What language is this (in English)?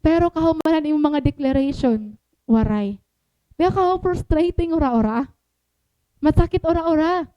Waray